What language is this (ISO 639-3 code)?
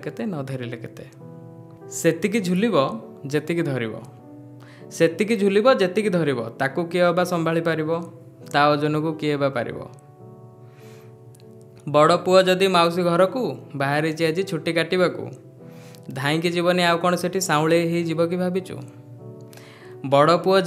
ori